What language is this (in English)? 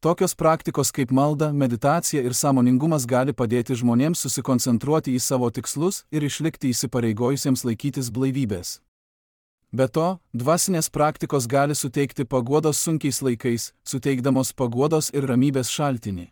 Lithuanian